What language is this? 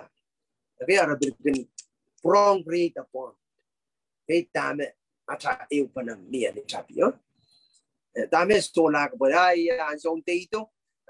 Pohnpeian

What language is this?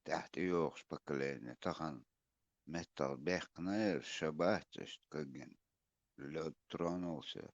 Chechen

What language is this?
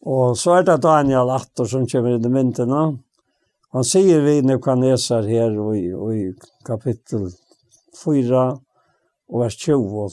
Faroese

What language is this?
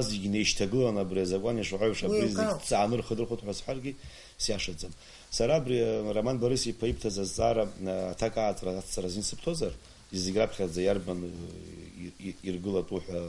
Abkhazian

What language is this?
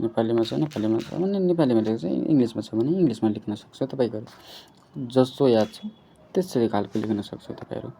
Nepali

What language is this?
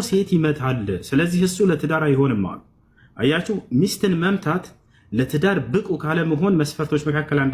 Amharic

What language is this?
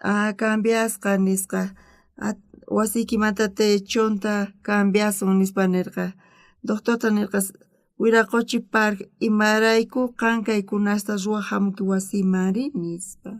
South Bolivian Quechua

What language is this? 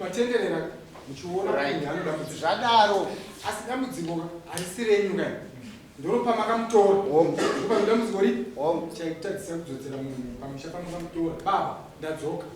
Shona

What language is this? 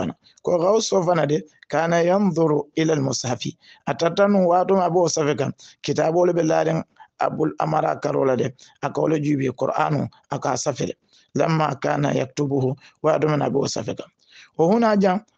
Hausa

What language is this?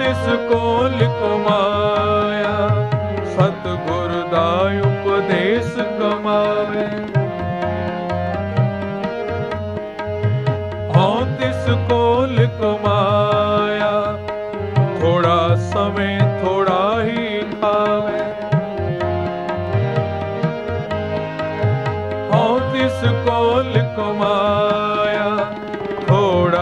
Punjabi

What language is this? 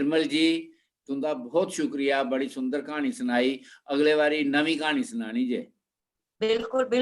Dogri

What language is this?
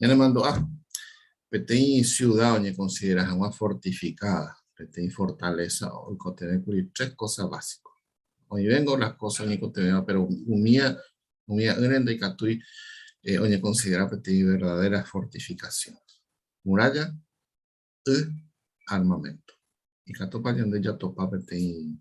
Guarani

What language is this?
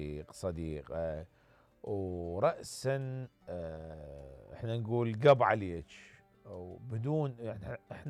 Mesopotamian Arabic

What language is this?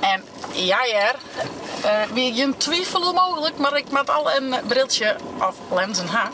Western Frisian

